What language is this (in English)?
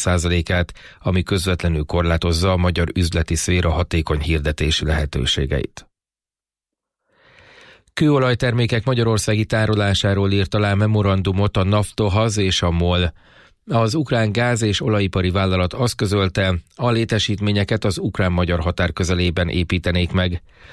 Hungarian